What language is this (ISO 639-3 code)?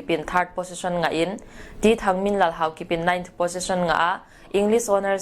pck